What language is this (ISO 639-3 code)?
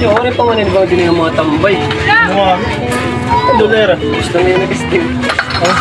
war